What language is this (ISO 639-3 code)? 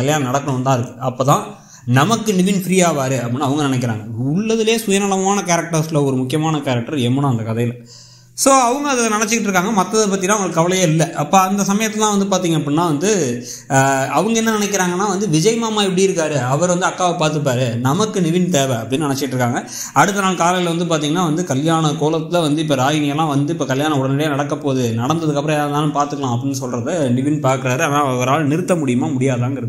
tam